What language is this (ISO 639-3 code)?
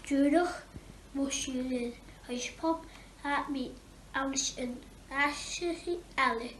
gla